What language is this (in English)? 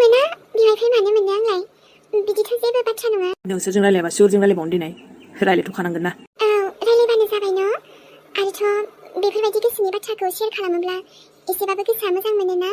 Bodo